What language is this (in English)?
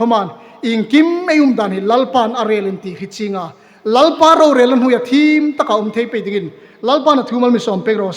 Hmar